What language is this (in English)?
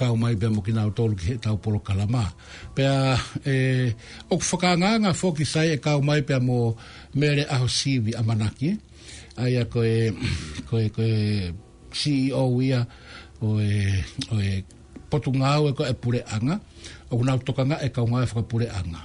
Tongan